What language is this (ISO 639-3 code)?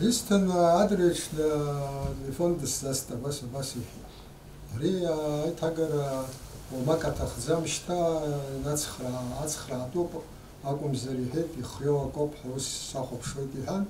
abk